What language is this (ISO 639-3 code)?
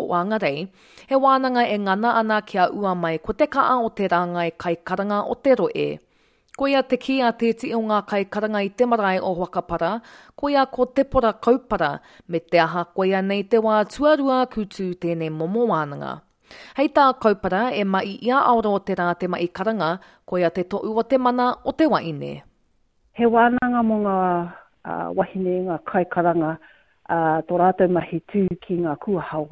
mri